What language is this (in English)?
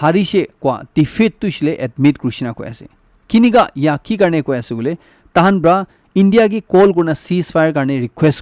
Naga Pidgin